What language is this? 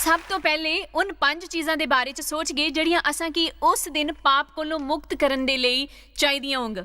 Dogri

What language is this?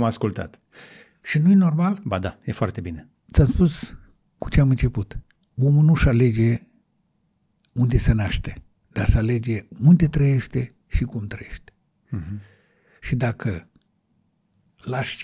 Romanian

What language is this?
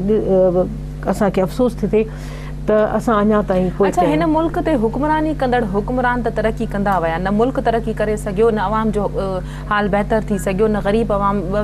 Sindhi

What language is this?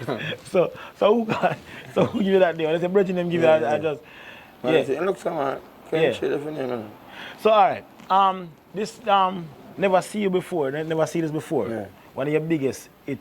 Jamaican Creole English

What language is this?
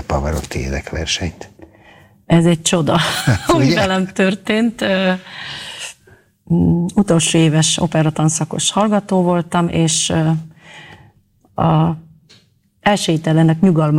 Hungarian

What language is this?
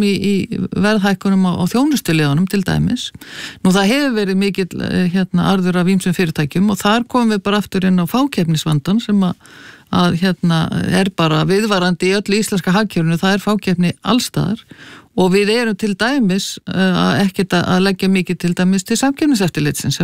Icelandic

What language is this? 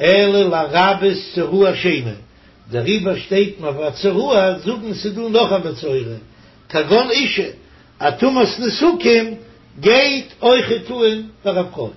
Yiddish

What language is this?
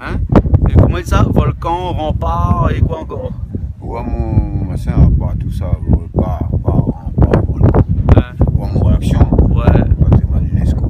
Réunion Creole French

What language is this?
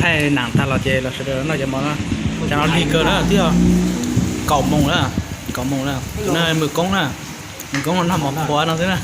Hmong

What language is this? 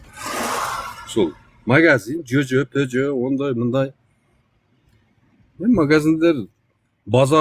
Kyrgyz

